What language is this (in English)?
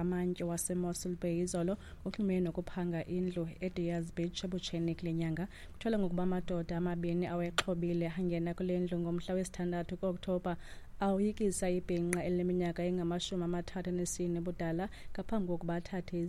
Xhosa